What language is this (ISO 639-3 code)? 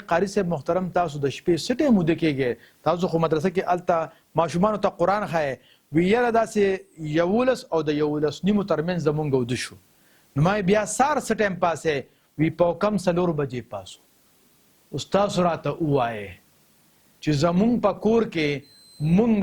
pus